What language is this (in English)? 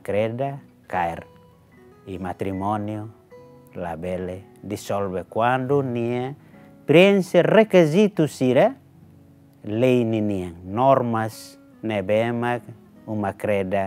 Tetum